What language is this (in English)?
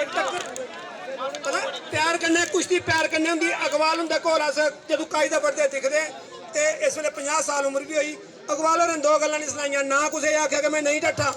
Dogri